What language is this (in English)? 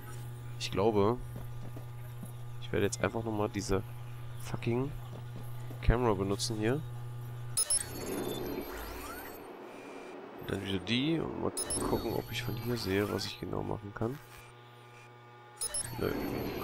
German